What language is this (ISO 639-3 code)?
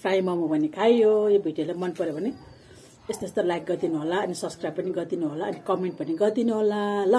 nep